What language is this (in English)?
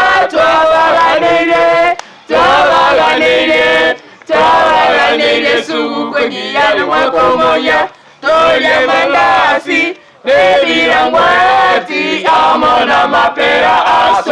Gusii